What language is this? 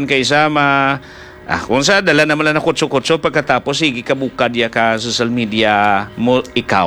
Hiligaynon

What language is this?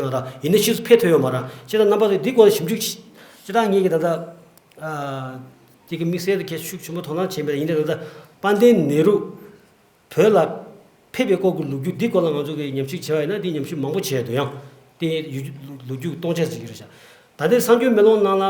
Tibetan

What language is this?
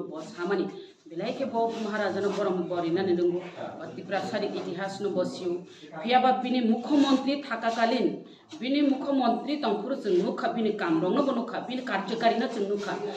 Kok Borok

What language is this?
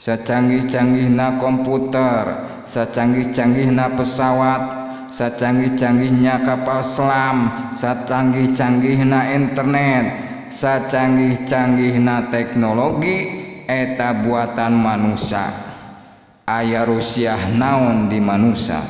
Sundanese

